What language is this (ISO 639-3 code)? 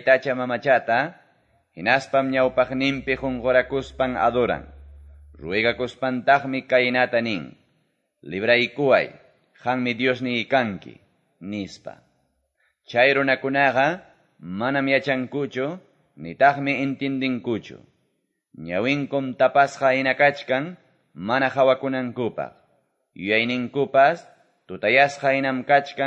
que